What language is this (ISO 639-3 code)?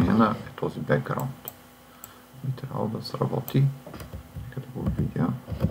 bul